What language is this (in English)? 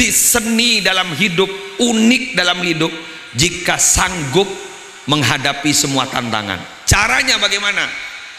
Madurese